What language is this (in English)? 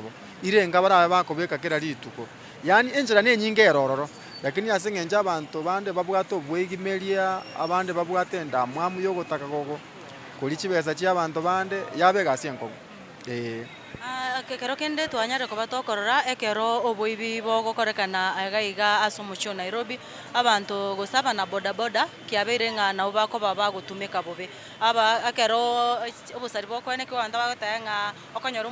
Gusii